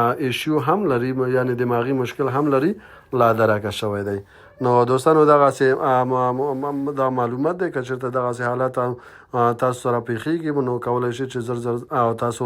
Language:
Pashto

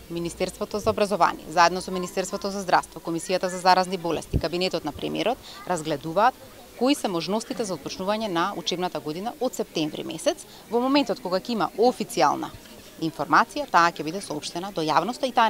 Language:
Macedonian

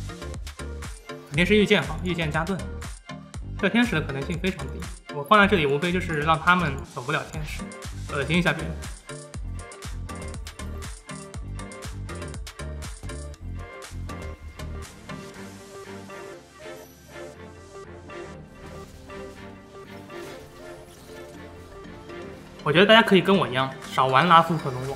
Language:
Chinese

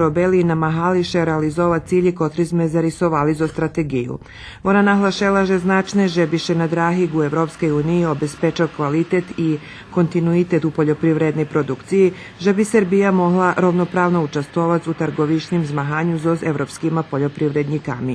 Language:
Rusyn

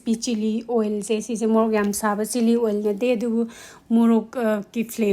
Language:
Manipuri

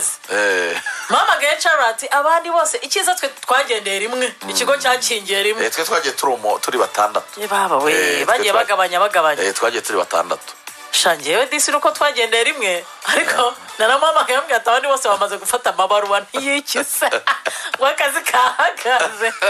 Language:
Kinyarwanda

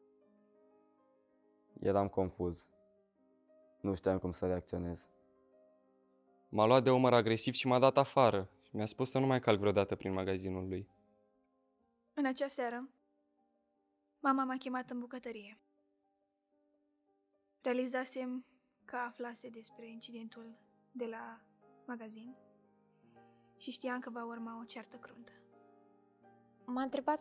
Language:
Romanian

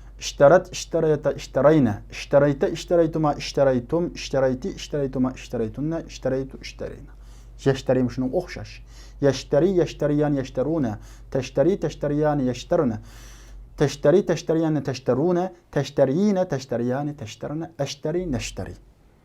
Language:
Uyghur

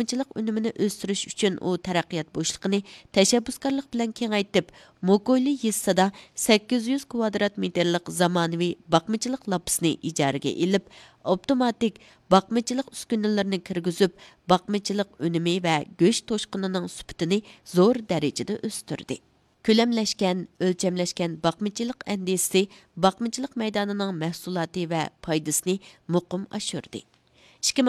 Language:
Uyghur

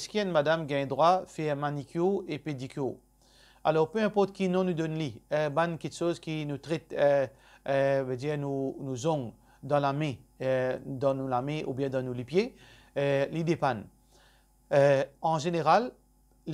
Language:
Morisyen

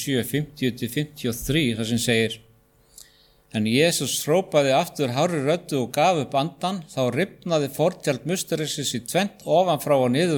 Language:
Icelandic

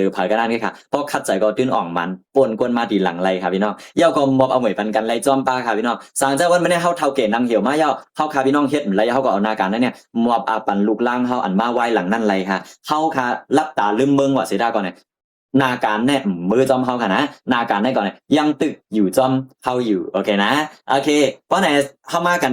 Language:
Shan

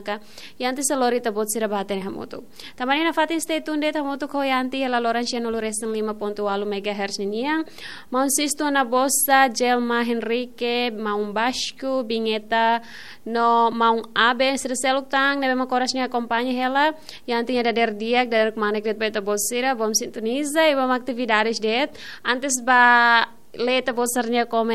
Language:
Tetum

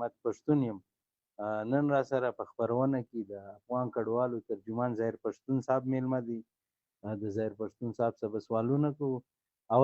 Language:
Pashto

